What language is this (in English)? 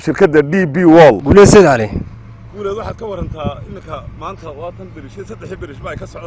Somali